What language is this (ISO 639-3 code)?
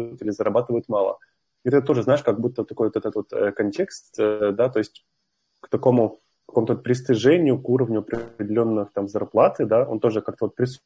rus